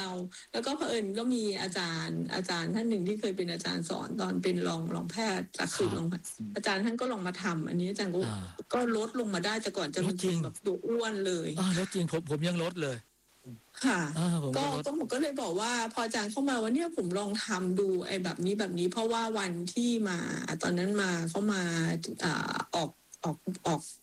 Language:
Thai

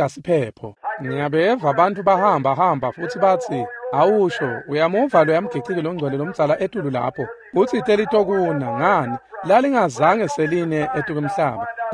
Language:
Swati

